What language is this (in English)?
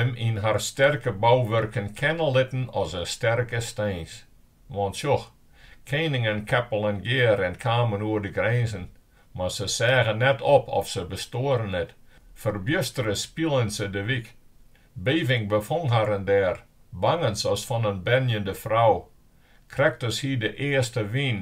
Western Frisian